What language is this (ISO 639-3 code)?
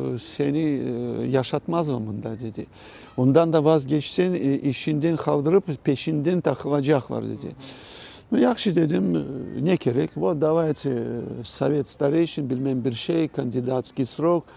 crh